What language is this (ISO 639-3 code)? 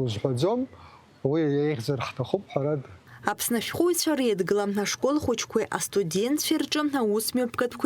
abk